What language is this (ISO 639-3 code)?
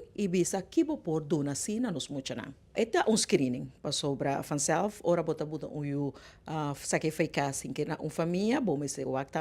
pap